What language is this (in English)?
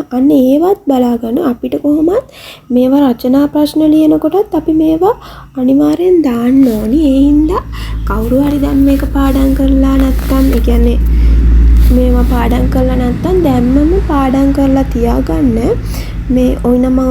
Sinhala